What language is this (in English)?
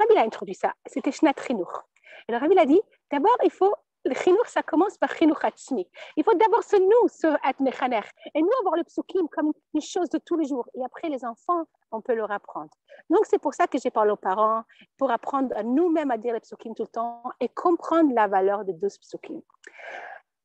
French